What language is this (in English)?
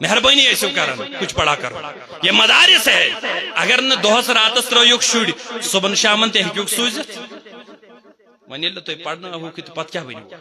Kashmiri